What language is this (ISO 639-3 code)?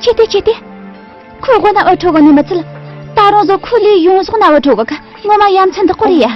bod